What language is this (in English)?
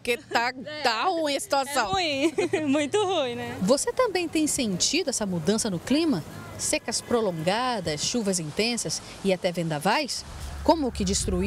Portuguese